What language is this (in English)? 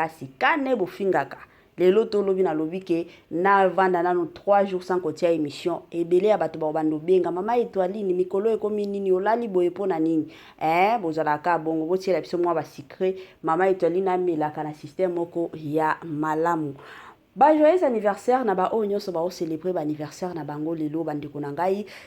Lingala